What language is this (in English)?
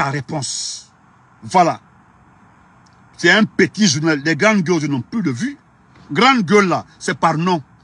French